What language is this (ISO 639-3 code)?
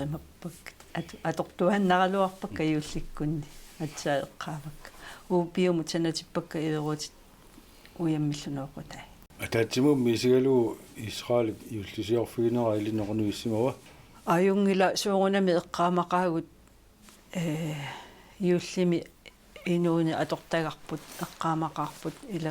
kal